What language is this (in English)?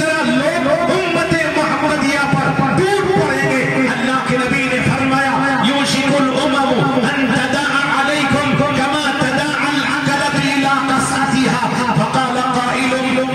Urdu